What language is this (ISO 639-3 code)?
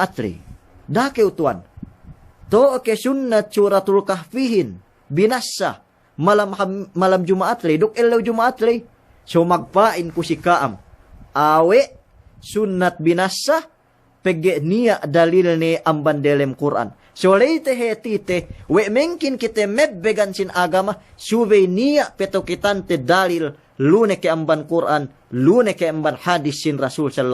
yka